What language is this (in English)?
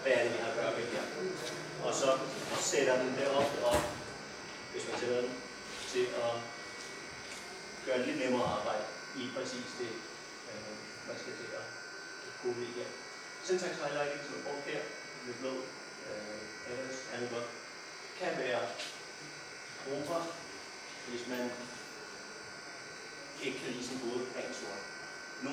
Danish